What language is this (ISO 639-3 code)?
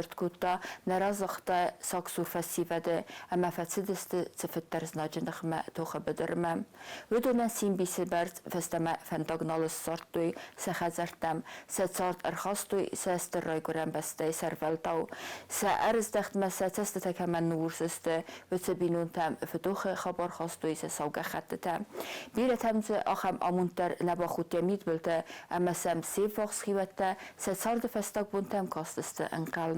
oss